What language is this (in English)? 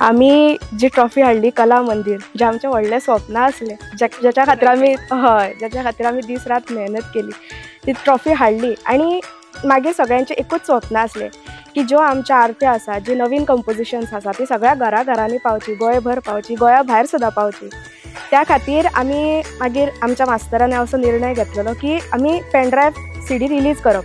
Konkani